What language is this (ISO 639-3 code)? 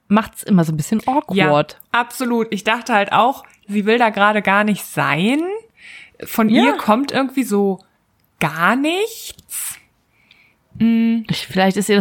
deu